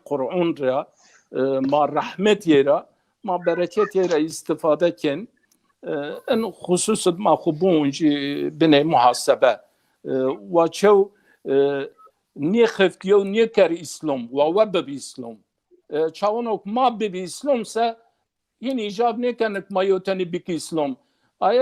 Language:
Zaza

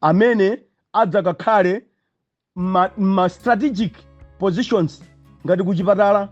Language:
Nyanja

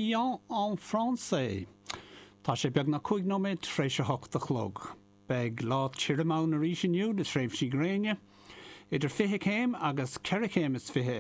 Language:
Irish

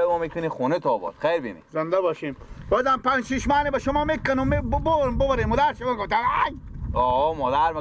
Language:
Persian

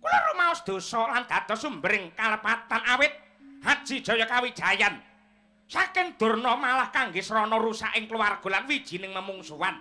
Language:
Javanese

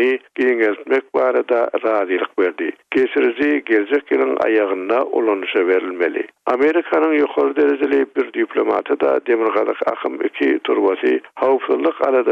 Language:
Turkmen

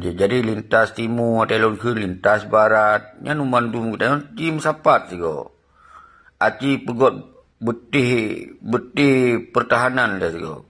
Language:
Achinese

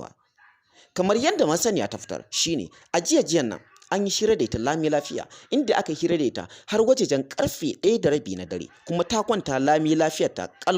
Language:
Hausa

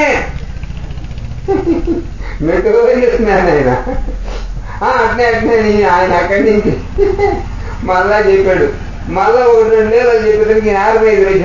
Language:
Telugu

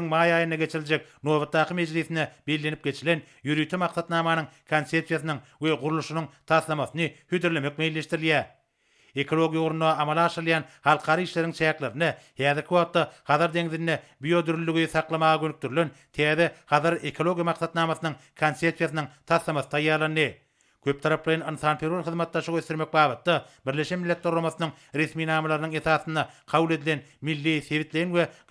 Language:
Turkmen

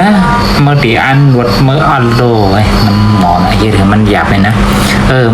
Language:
Shan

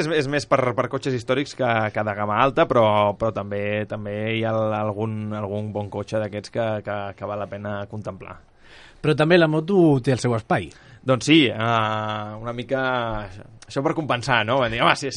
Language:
Catalan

